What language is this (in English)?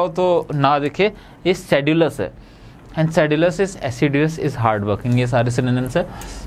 Hindi